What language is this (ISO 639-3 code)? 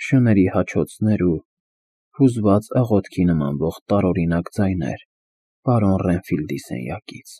hye